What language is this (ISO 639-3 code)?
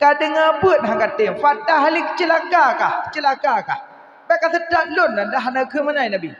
ace